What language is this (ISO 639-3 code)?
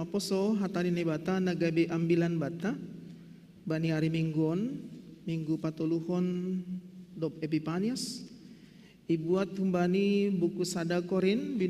bts